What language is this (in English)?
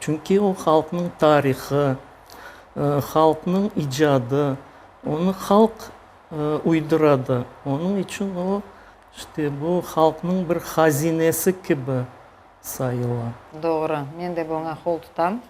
Crimean Tatar